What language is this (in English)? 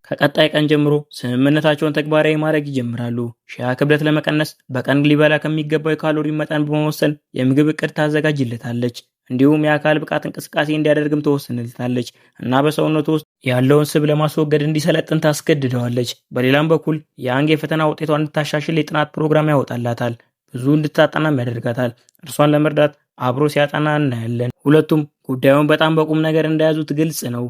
Amharic